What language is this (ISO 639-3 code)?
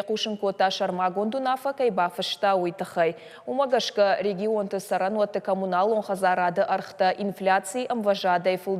oss